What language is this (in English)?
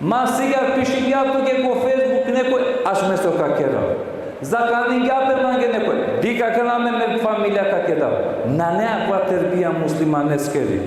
Balkan Romani